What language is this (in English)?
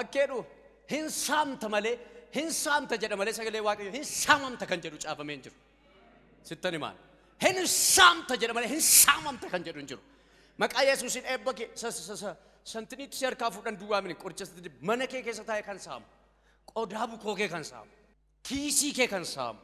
Oromo